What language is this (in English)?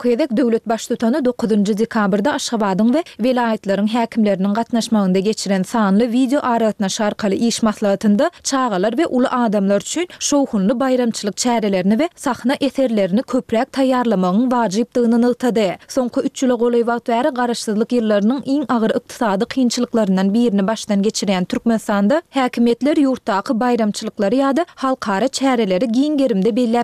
Turkmen